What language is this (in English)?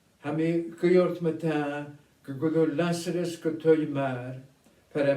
Scottish Gaelic